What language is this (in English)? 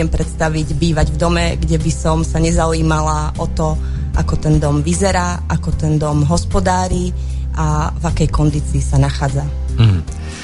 Slovak